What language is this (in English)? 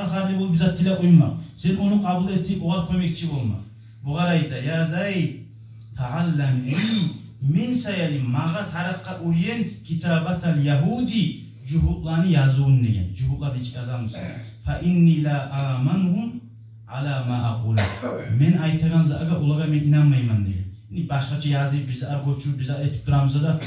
Kumyk